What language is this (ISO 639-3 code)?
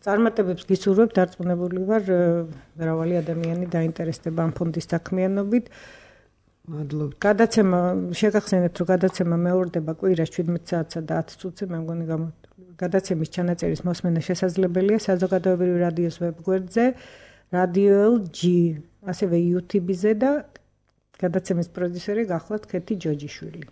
kat